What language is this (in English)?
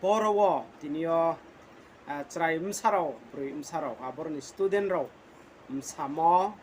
Riang (India)